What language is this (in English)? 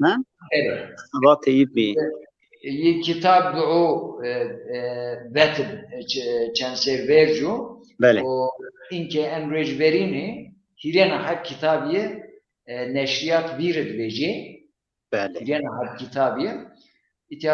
Zaza